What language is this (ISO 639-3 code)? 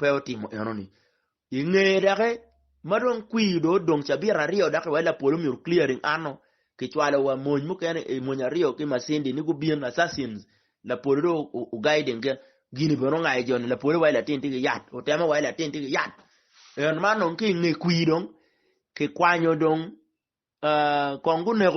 ach